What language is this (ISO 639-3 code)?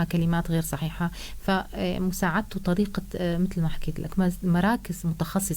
apc